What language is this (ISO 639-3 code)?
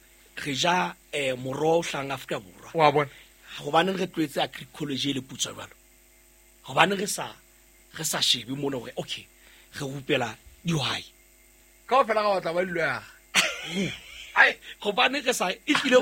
sot